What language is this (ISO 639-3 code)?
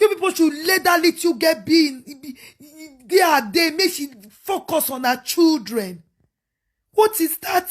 pcm